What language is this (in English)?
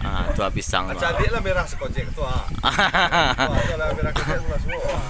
Minangkabau